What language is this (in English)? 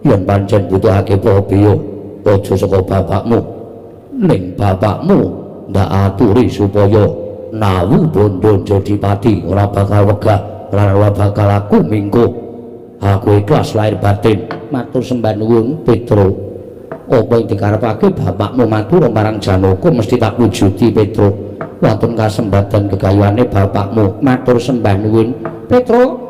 Javanese